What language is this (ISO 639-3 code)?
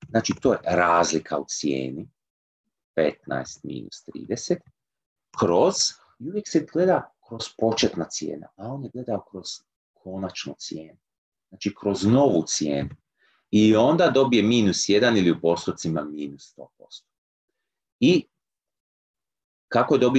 hrv